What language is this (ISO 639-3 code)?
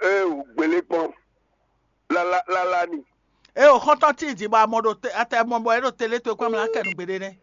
fon